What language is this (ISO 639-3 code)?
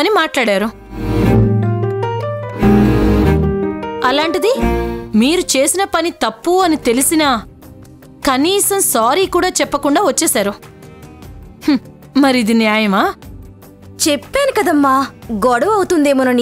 tel